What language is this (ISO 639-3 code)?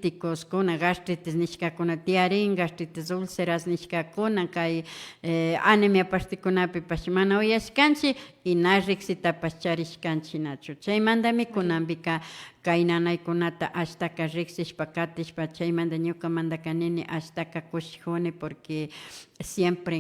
qvi